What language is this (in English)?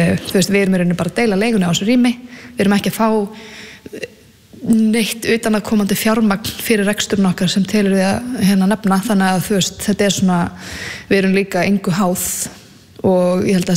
Icelandic